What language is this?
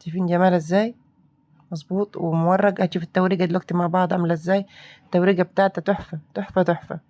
Egyptian Arabic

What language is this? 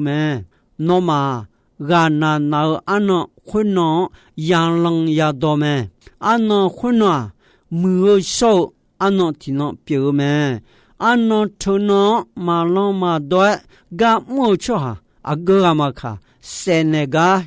Akha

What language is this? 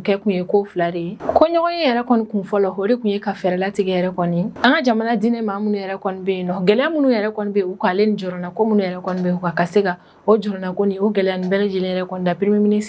Bambara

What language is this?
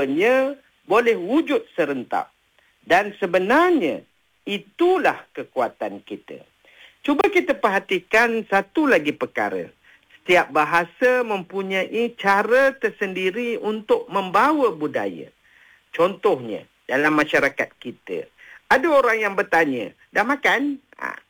Malay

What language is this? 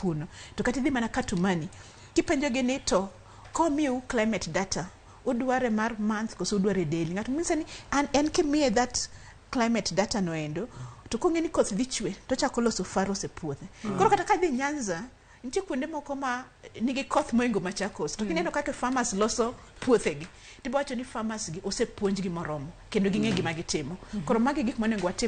Luo (Kenya and Tanzania)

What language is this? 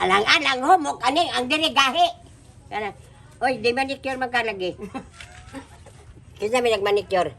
Cebuano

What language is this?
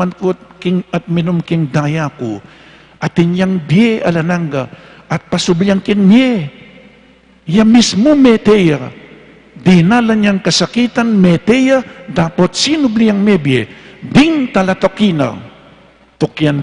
Pampanga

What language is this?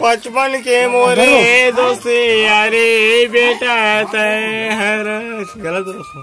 Chhattisgarhi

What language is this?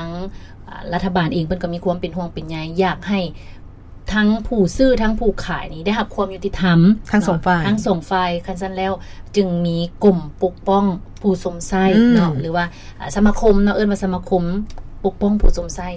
Lao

